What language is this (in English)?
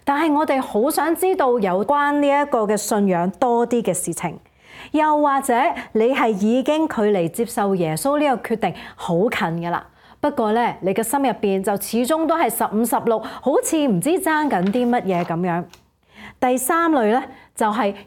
Cantonese